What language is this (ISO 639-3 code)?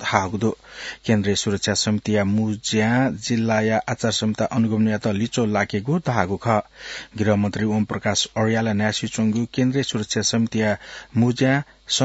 new